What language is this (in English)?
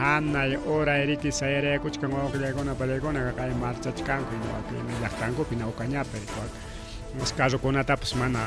Ayacucho Quechua